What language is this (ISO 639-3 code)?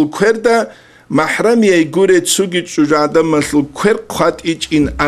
ava